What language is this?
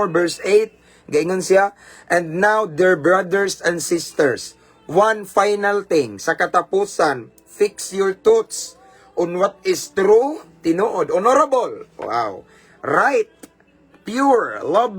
Cebuano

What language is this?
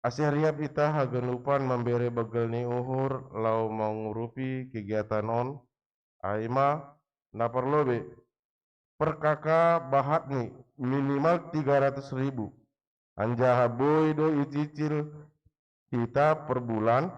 Batak Simalungun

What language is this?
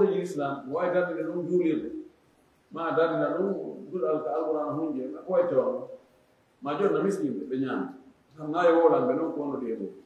Fula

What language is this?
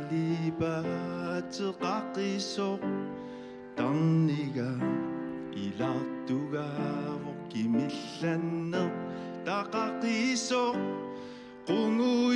Kalaallisut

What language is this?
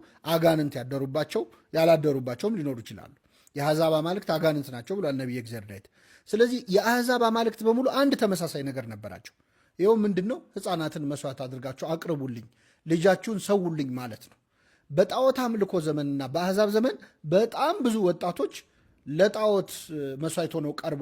Amharic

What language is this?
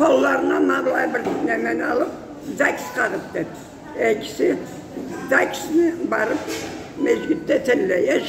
Karachay-Balkar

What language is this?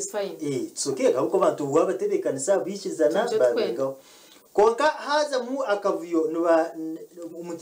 Kinyarwanda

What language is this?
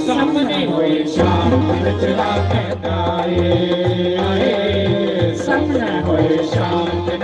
Dogri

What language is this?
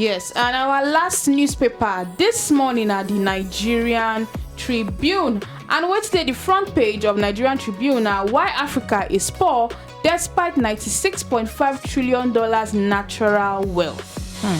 Nigerian Pidgin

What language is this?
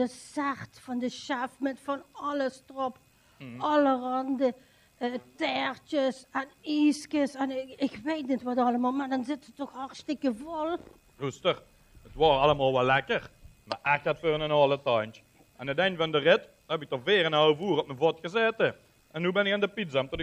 Limburgish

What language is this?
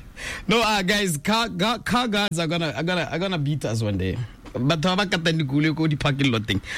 Tswana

